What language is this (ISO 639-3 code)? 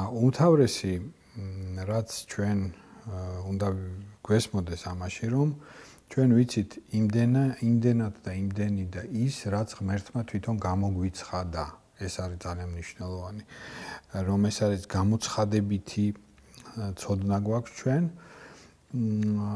kat